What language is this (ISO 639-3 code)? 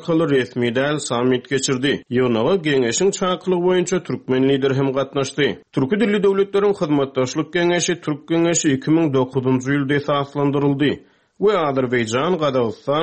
tuk